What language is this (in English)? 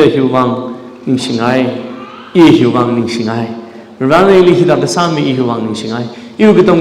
Tangkhul Naga (India)